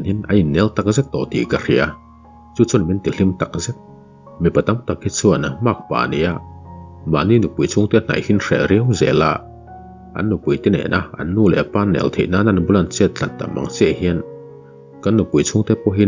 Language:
Mizo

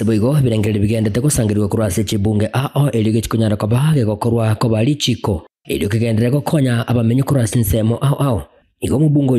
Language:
Gusii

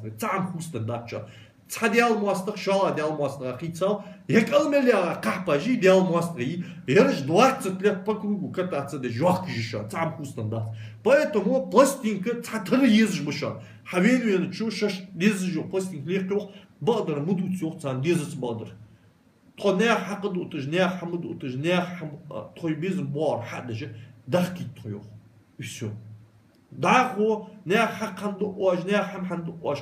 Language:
Ingush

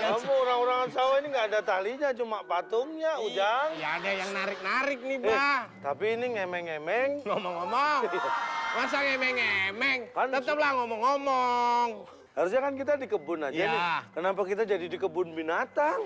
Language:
Betawi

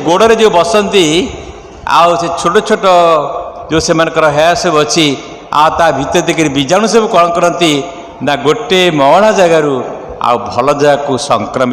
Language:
Odia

